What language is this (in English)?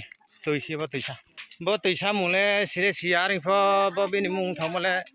Riang (India)